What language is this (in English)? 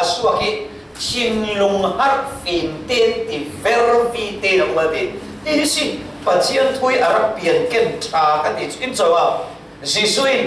Falam Chin